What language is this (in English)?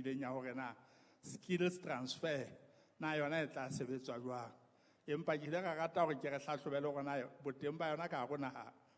Southern Sotho